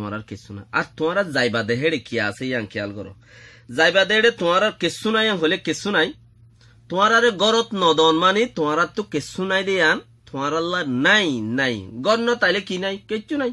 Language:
Rohingya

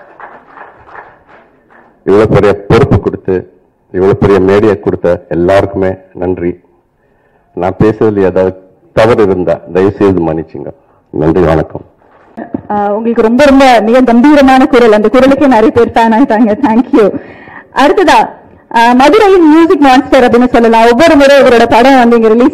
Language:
Tamil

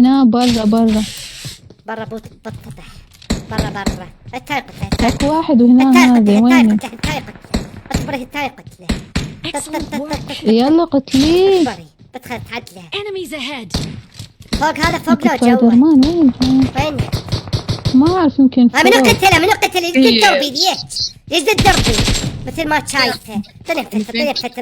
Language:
Mesopotamian Arabic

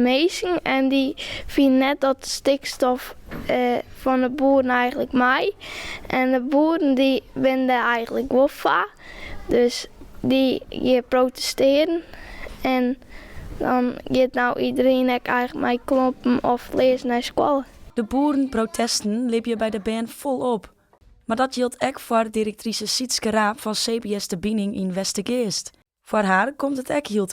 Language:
Western Frisian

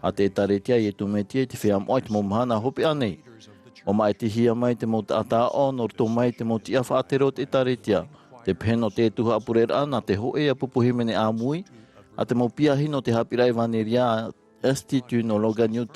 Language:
Tahitian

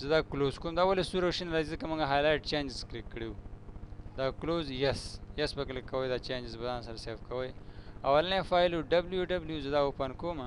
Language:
Pashto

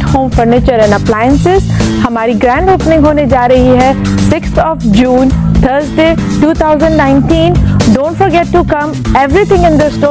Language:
Hindi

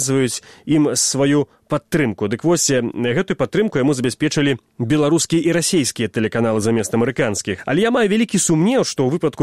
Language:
Belarusian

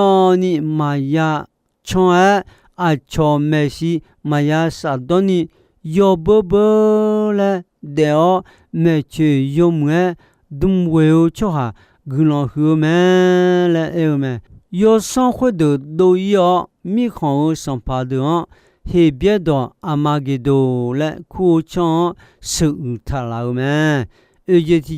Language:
Akha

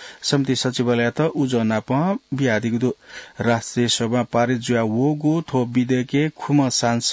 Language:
Newari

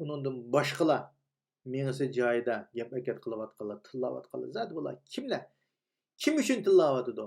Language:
Uyghur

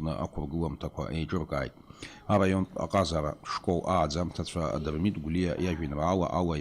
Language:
Abkhazian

